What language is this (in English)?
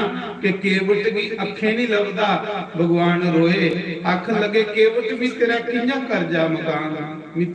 Dogri